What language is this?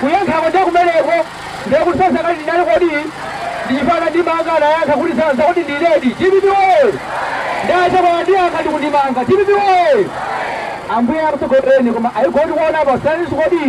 Nyanja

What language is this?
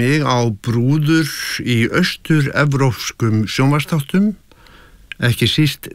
Icelandic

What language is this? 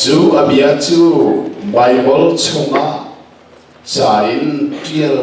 Hakha Chin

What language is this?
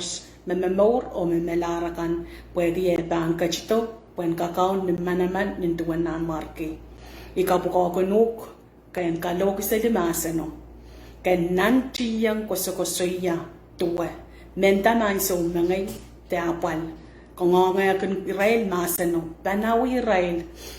Pohnpeian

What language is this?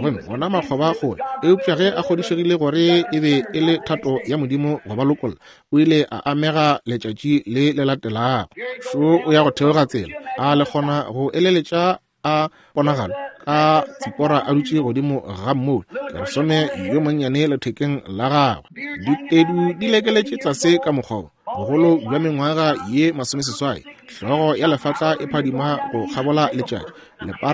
Northern Sotho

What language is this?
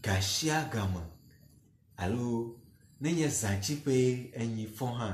Ewe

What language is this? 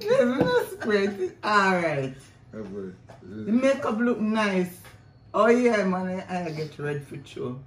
Jamaican Creole English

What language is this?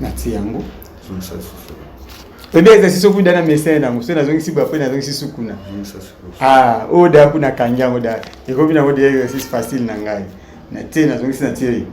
Lingala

